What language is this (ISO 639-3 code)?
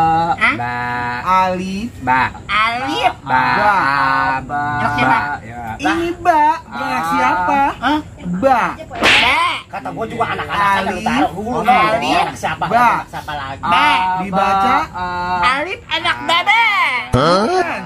bew